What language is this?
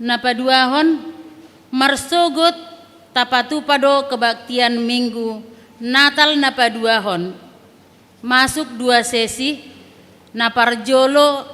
Batak Toba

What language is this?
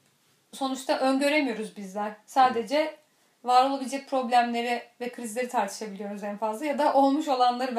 Turkish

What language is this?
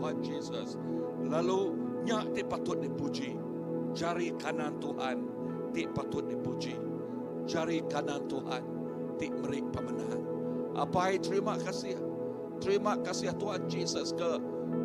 Iban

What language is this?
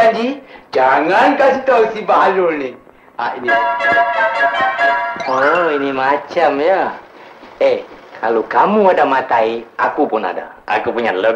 Malay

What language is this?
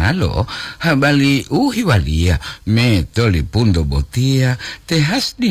Gorontalo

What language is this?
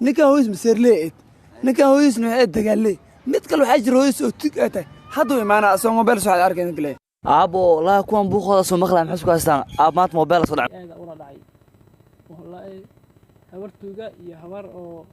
Somali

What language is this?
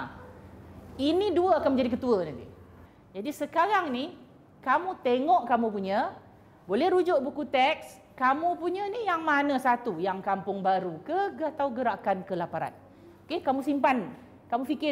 Malay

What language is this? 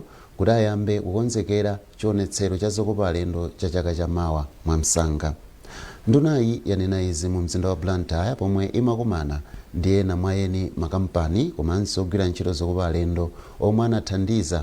Nyanja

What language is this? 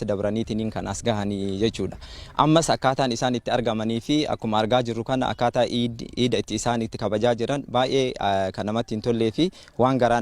Oromo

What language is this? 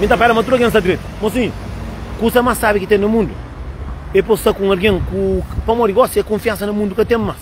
Kabuverdianu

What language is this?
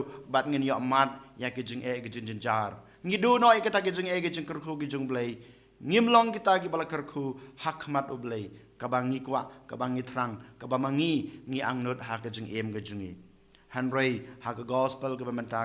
Khasi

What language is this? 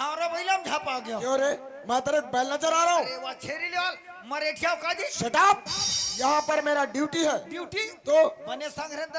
Chhattisgarhi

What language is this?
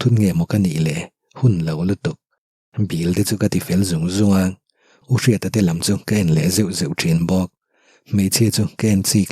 Mizo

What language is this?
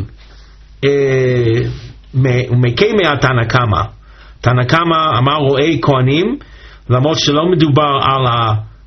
Hebrew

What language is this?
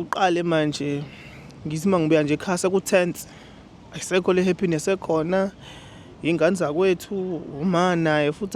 Zulu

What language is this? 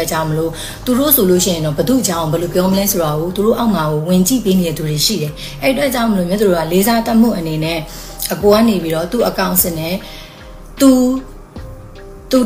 Burmese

